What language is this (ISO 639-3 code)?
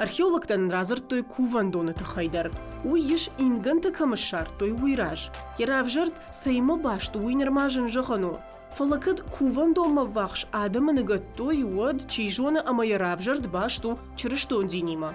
oss